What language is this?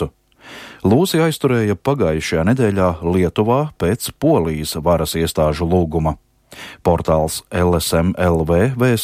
Latvian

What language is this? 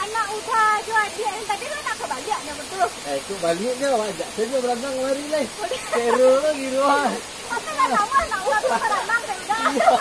Minangkabau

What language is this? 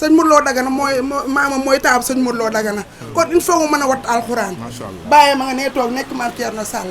Wolof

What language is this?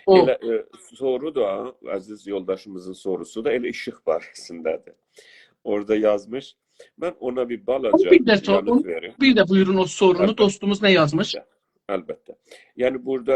South Azerbaijani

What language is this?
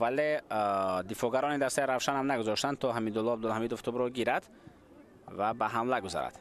Tajik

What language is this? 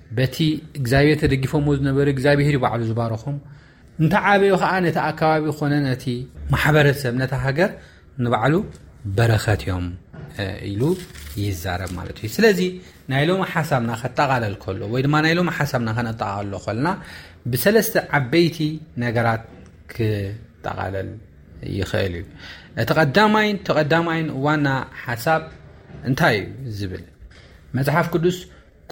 Tigrinya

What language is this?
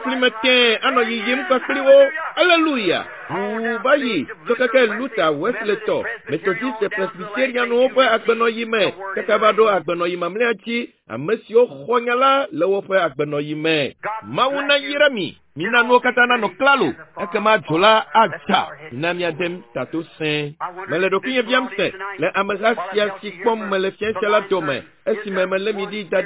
Ewe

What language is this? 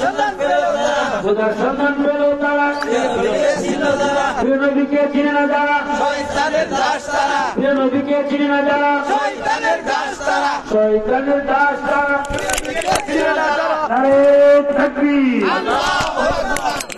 Bangla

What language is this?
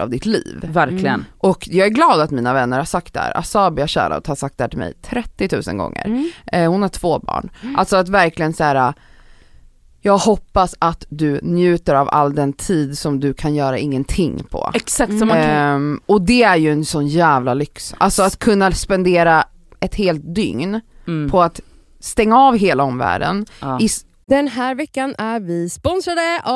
Swedish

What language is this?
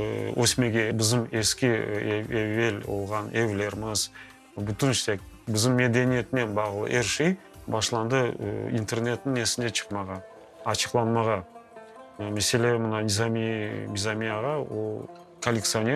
Crimean Tatar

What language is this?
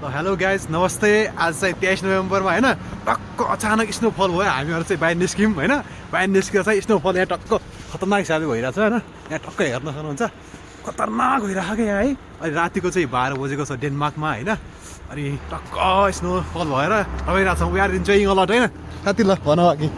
Nepali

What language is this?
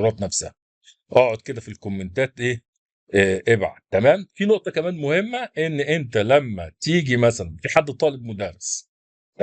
Egyptian Arabic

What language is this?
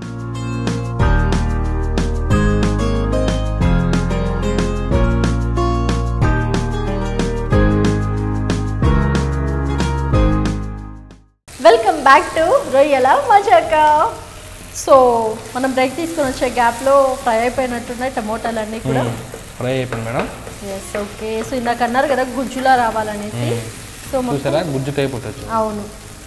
Telugu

